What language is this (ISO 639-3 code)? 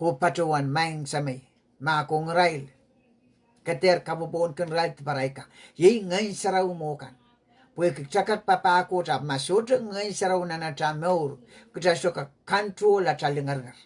pon